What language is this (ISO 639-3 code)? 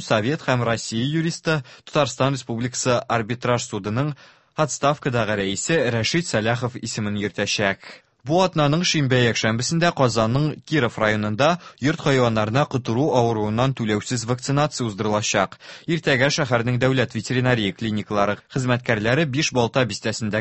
tat